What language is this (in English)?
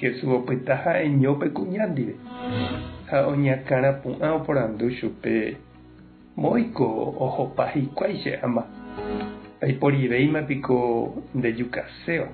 Guarani